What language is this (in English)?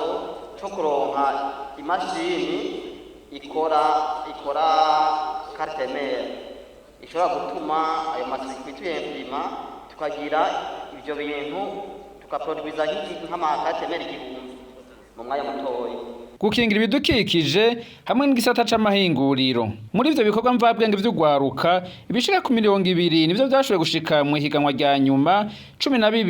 Rundi